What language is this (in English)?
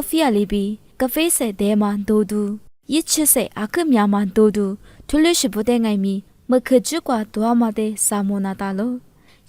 Lisu